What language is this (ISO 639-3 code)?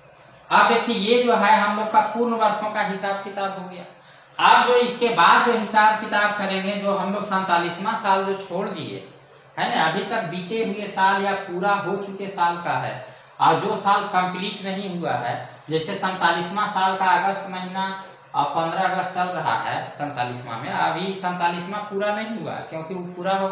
hin